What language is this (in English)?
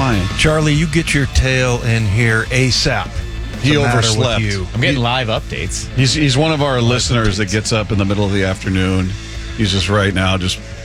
English